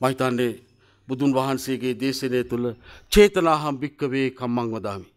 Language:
Sinhala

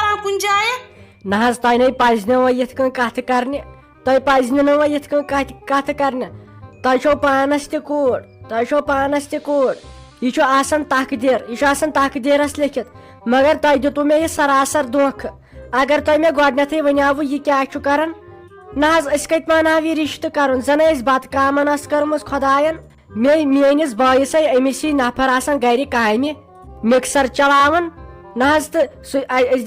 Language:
Kashmiri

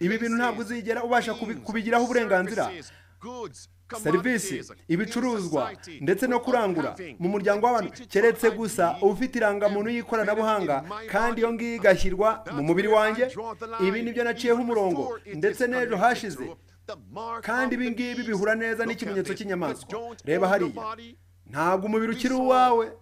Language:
Kinyarwanda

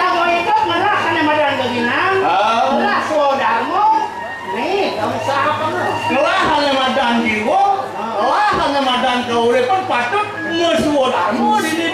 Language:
Balinese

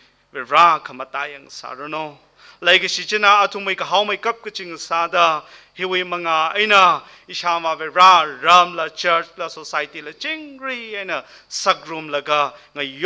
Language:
Tangkhul Naga (India)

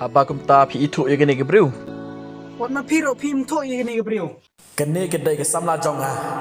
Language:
Khasi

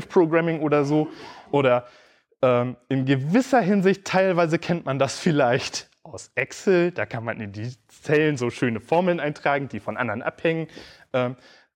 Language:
German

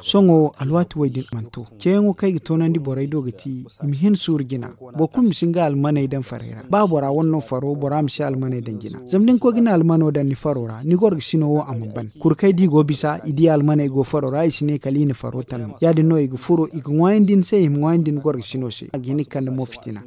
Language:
Zarma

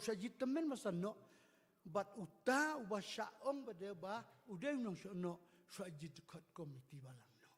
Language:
Khasi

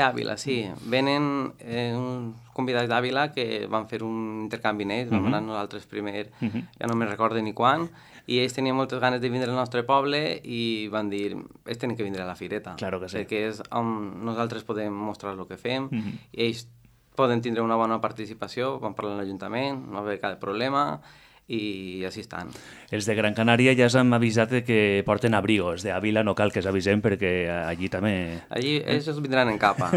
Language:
Catalan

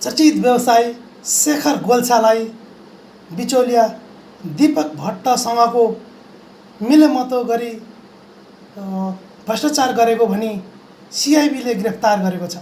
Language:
Nepali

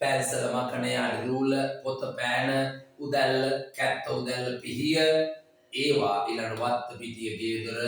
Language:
Sinhala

